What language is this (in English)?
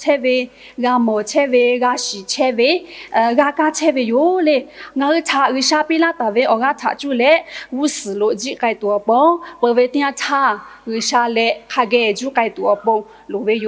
Lahu